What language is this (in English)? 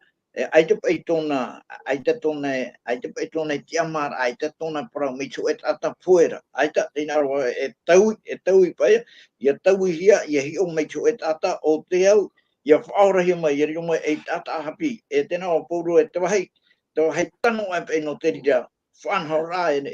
Tahitian